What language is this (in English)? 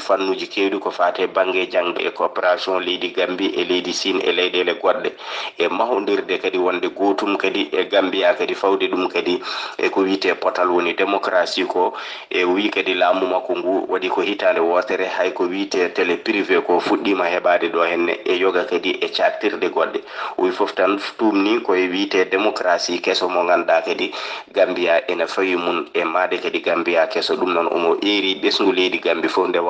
Fula